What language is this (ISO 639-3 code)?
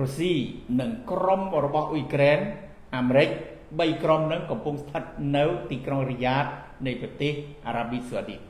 khm